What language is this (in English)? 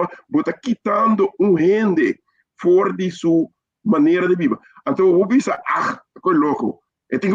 Papiamento